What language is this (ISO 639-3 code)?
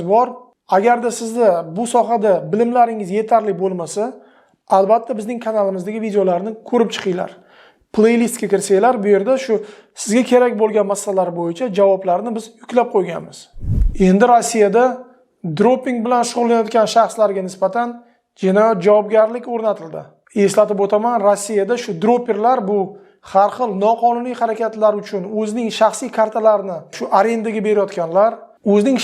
uzb